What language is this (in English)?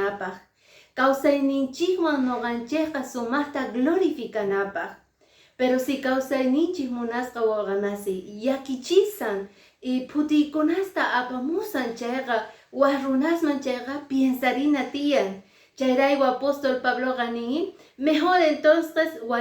Quechua